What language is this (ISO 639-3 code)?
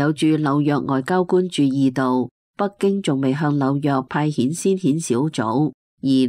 yue